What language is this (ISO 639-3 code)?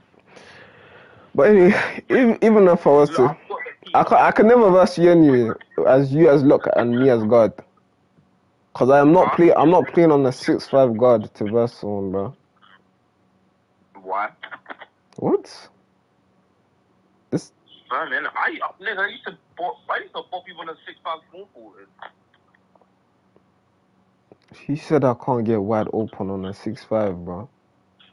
eng